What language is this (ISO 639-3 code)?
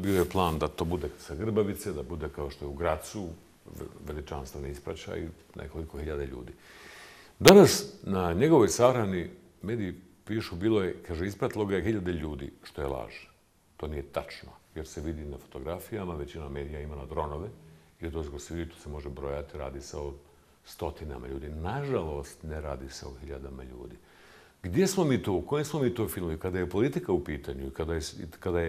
bos